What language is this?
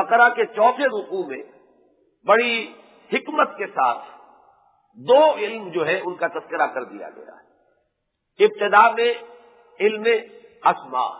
Urdu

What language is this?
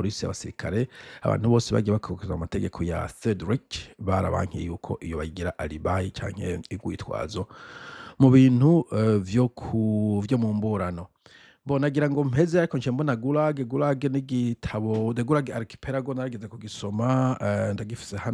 Rundi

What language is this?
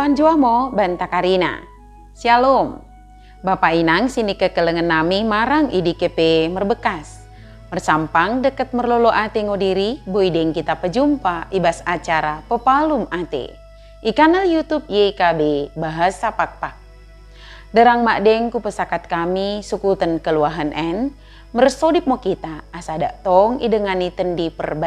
Batak Dairi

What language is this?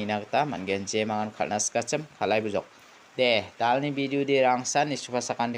Garo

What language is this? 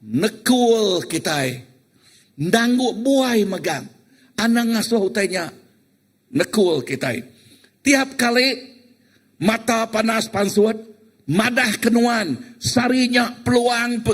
Iban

